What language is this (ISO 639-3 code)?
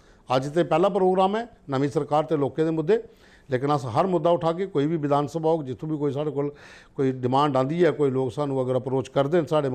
doi